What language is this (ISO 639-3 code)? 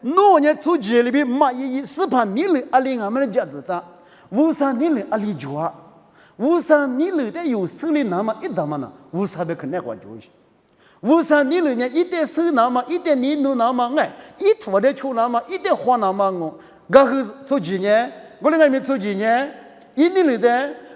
lis